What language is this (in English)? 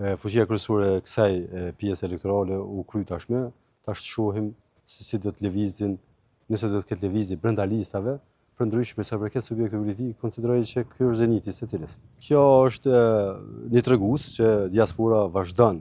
Albanian